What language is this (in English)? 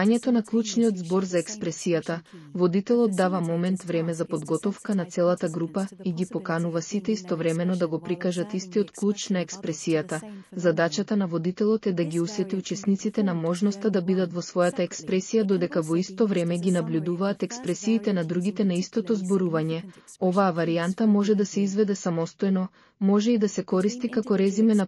Macedonian